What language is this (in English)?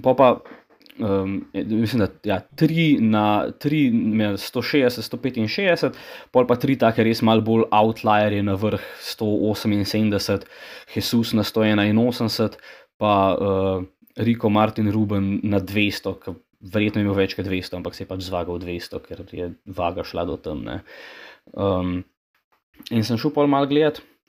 Slovenian